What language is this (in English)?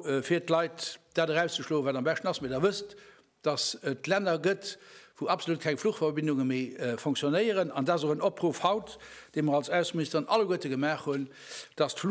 Luxembourgish